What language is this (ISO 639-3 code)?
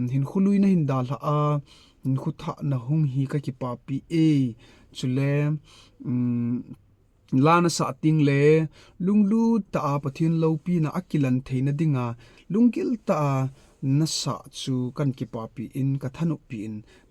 tcz